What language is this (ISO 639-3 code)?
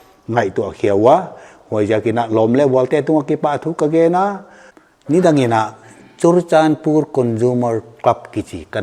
pck